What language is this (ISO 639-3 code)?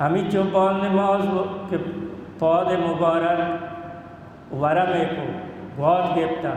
bal